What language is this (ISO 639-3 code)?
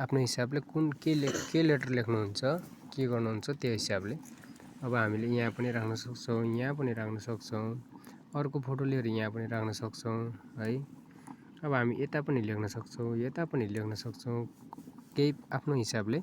nep